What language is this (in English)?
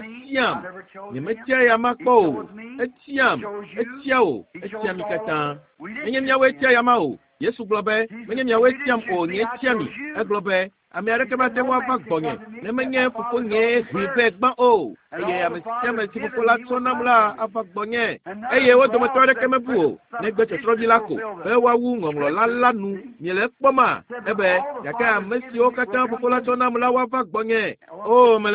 Ewe